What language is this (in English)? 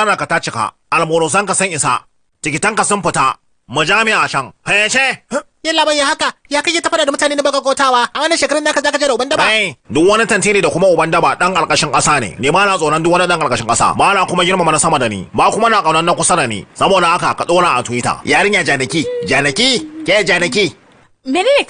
Hausa